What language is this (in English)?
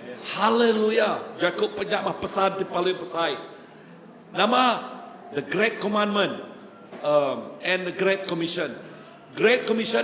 Iban